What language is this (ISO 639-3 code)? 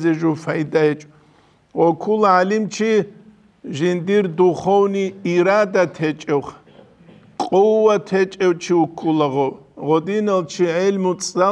ava